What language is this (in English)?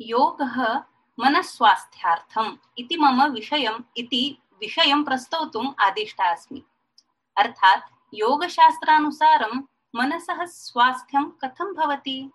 Sanskrit